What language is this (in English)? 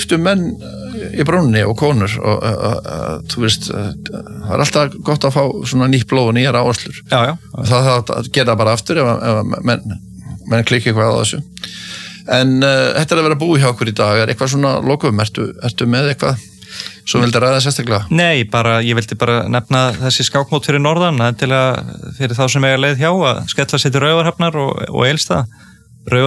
Icelandic